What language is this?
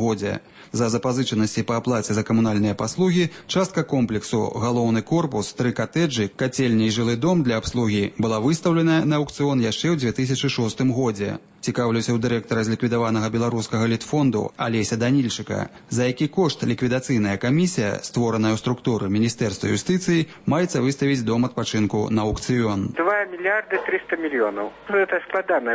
Belarusian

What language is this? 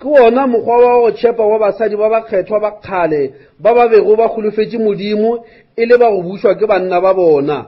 Northern Sotho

